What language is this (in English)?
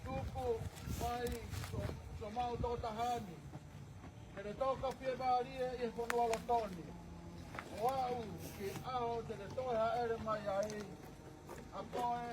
Tongan